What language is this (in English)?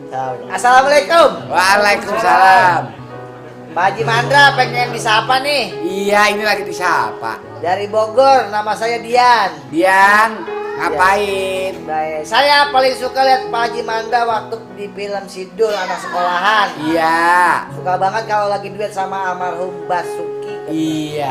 Betawi